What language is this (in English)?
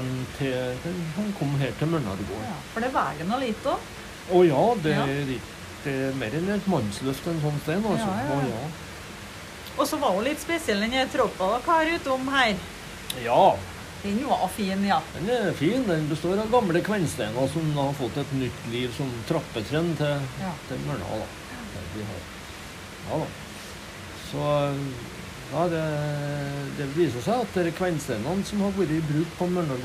Norwegian